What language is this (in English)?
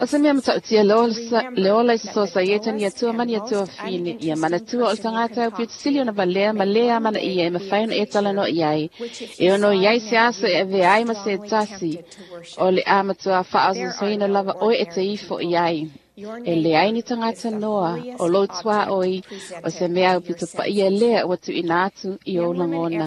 Samoan